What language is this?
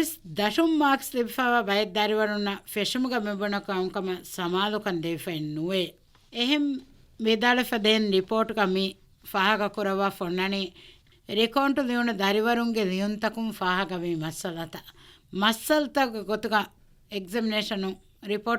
Divehi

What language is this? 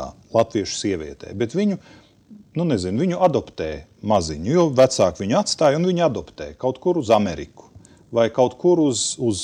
Latvian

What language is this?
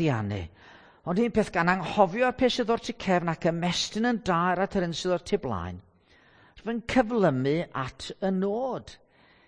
Welsh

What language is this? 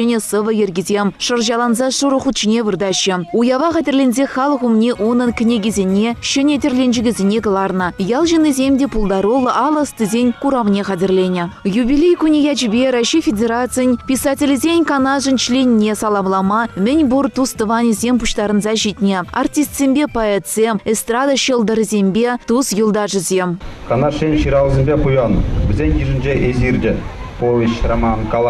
Chuvash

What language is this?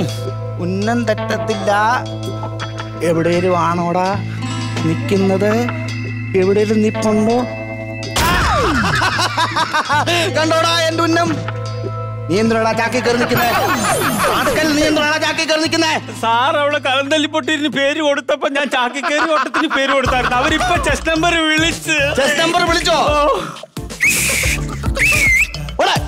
Malayalam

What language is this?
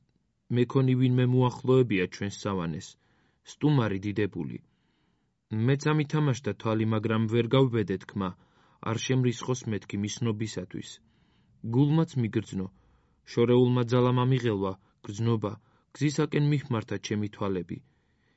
Georgian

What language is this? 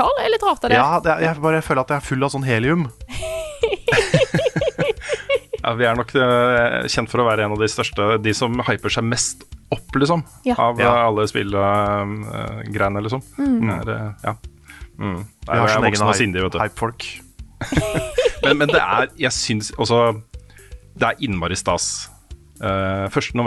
Norwegian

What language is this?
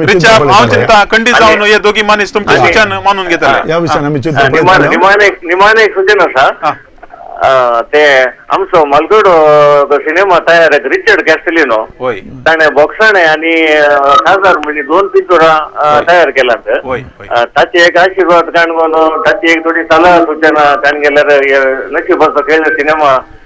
Konkani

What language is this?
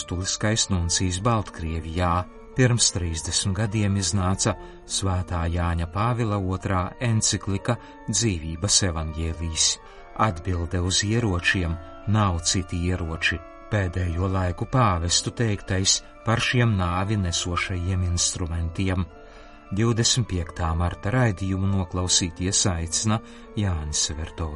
Latvian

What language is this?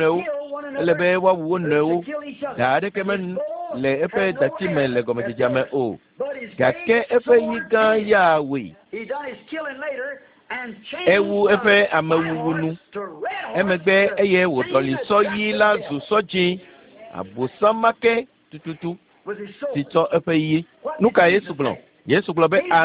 Ewe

